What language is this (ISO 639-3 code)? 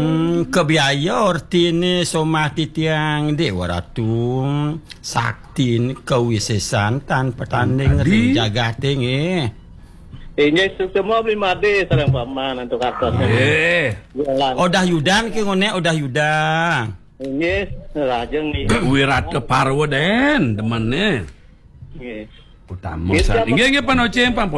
ban